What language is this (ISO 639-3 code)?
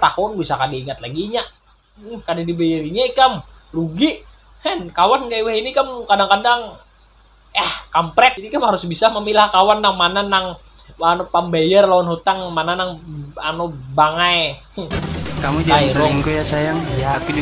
bjn